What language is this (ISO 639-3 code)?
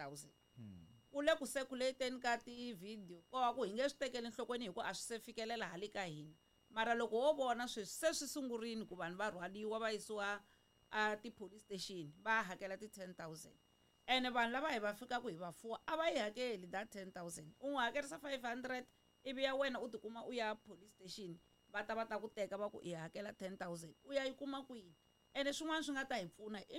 tso